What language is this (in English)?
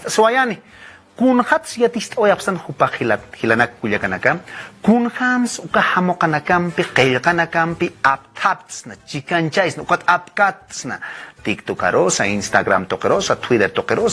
Aymara